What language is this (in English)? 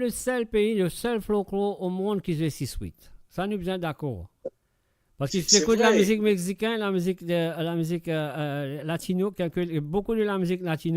Morisyen